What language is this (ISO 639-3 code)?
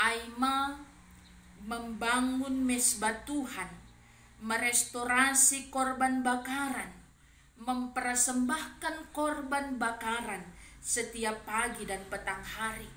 bts